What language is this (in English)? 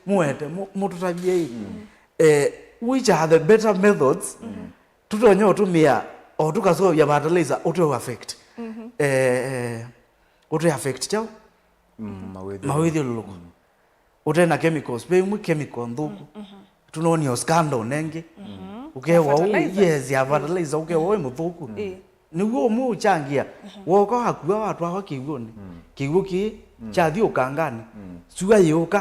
Kamba